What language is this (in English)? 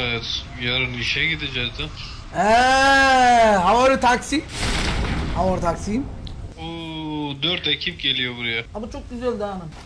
Turkish